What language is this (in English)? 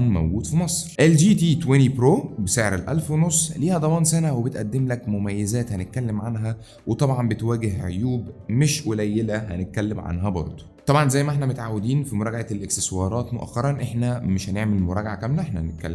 Egyptian Arabic